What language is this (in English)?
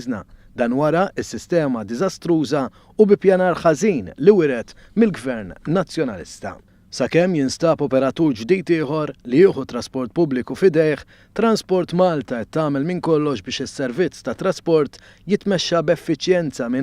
Maltese